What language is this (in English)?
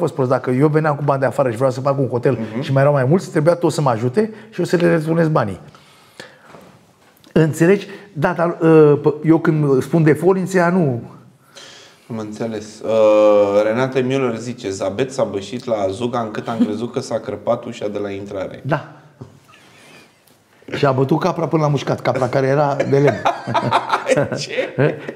Romanian